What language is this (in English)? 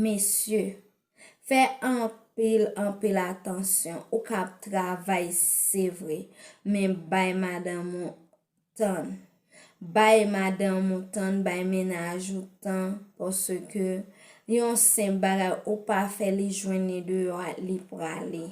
Haitian Creole